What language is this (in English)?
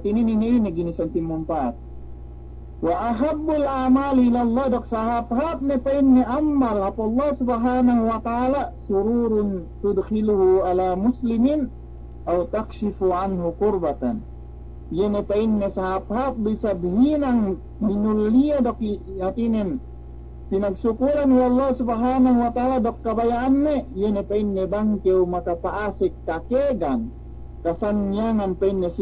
Yakan